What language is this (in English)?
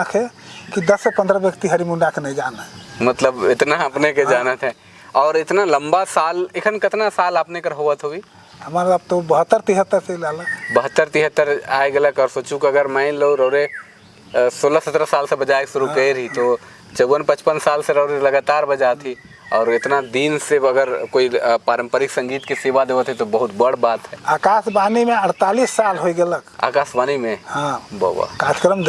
Sadri